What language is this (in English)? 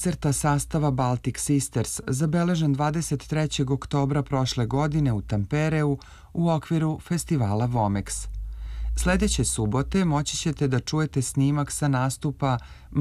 Serbian